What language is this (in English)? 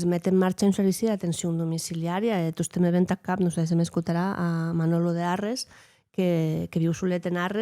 Occitan